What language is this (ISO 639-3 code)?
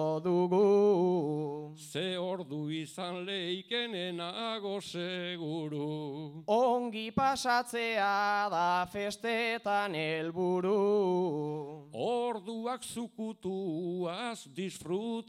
eus